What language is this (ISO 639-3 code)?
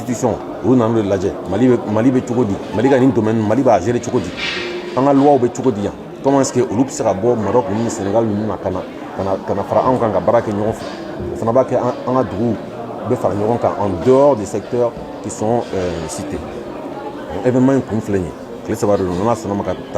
bam